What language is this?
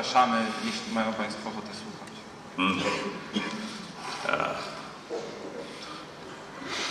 Polish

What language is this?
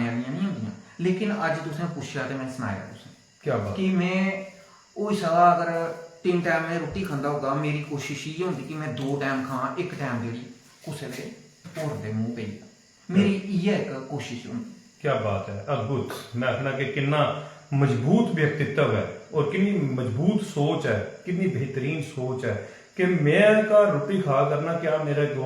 Dogri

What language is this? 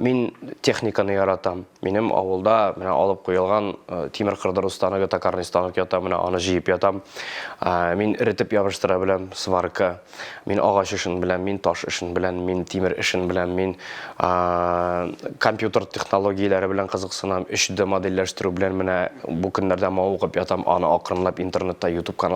Tatar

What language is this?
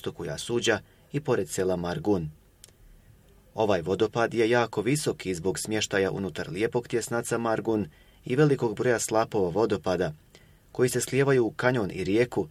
Bosnian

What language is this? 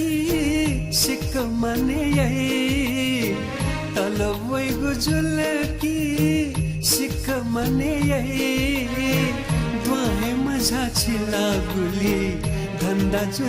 Newari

